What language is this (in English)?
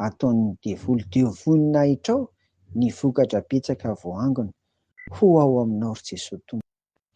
Malagasy